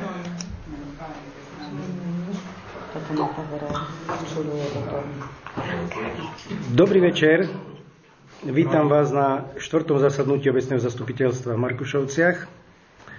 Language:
Slovak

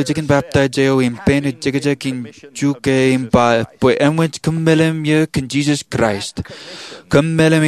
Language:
Marshallese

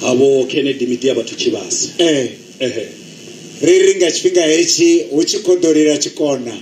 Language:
Venda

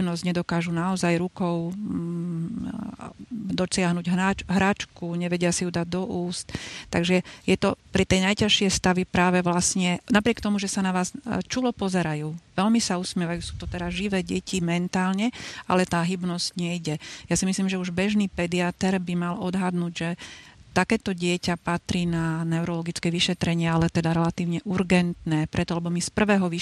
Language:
Slovak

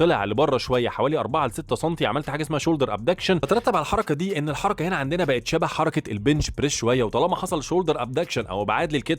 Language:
Egyptian Arabic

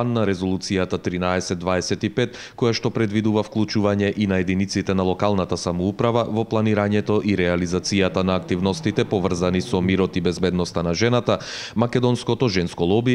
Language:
Macedonian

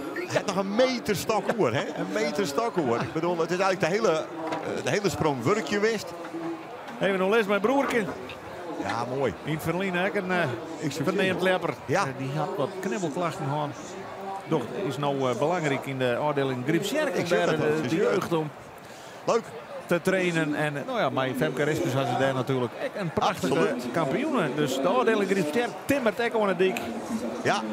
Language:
Western Frisian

